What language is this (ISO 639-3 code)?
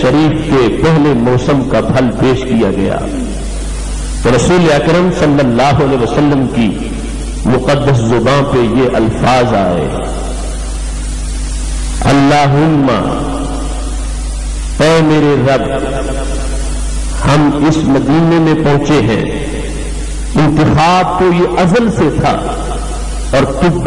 urd